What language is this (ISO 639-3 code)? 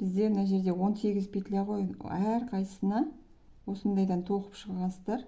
kaz